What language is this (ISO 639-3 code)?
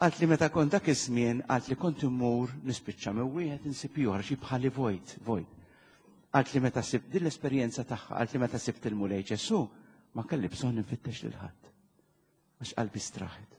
mlt